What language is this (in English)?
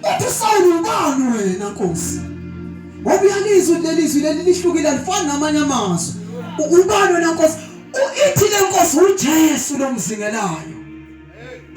Zulu